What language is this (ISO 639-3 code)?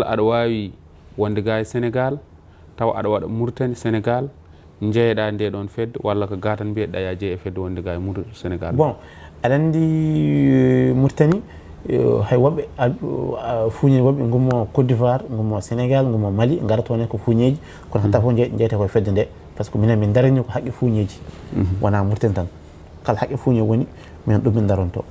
ful